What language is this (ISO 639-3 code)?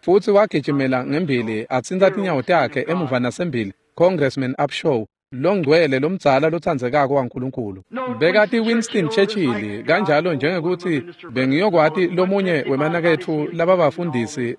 ssw